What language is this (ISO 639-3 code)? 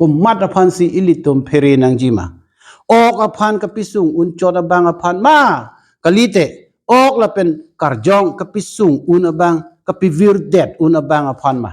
mjw